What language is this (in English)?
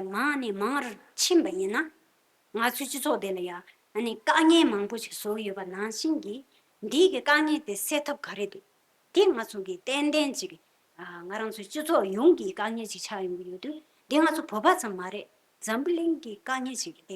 Tibetan